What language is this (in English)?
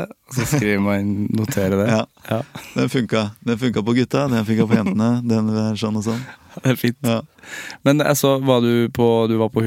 Norwegian